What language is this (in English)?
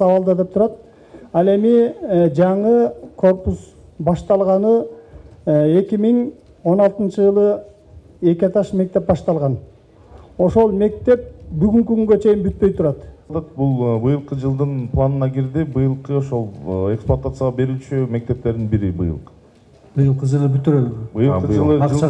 Kyrgyz